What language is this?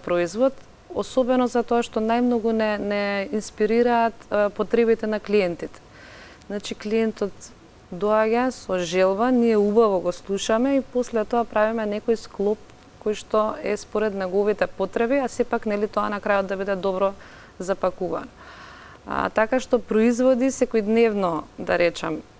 Macedonian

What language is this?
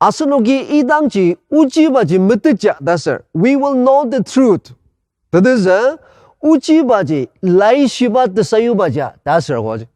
Ao Naga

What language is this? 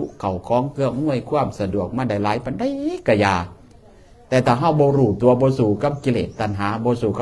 Northeastern Thai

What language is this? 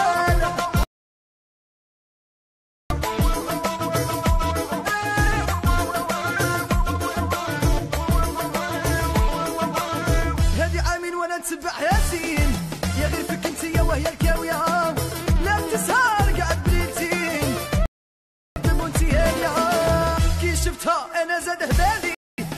Moroccan Arabic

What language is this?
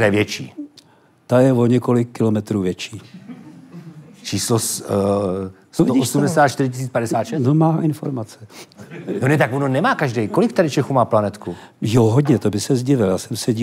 Czech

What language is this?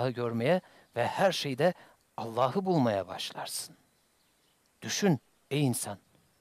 Turkish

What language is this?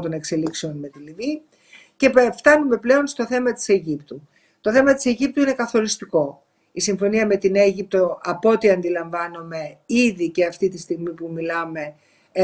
Greek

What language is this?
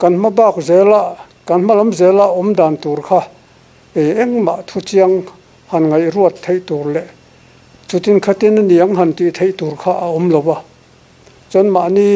Mizo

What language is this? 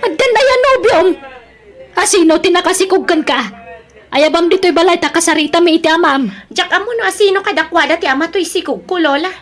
Iloko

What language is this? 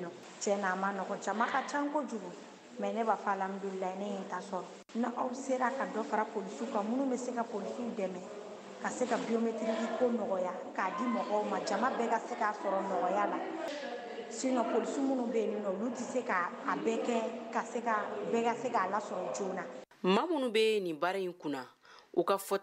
Bambara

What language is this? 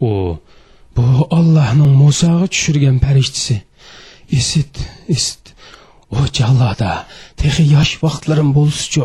Uyghur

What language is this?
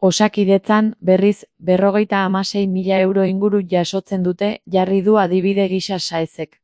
Basque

